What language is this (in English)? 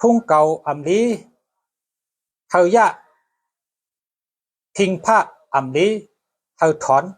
Shan